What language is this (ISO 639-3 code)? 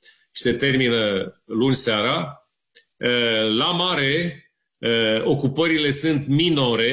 ron